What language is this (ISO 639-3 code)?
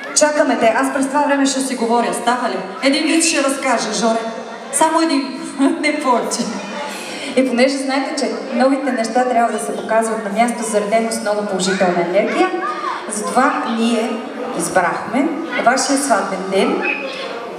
bul